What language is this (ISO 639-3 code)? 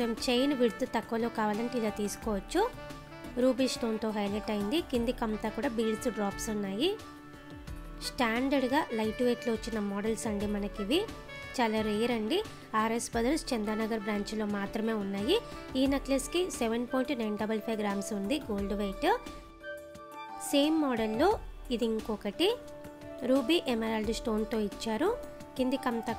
tel